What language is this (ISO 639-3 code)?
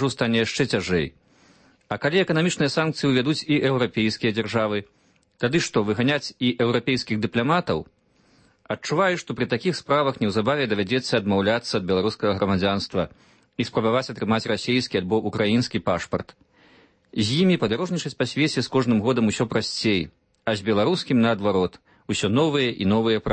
bel